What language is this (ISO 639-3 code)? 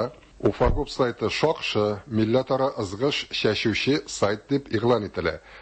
tat